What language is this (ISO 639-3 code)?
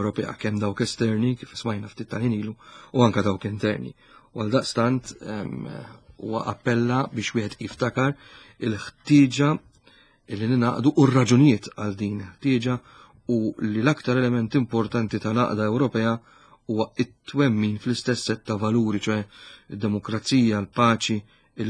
mlt